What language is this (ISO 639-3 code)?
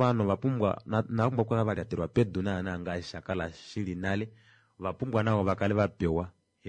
kua